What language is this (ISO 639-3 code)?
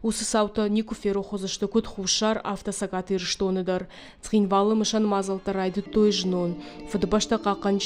oss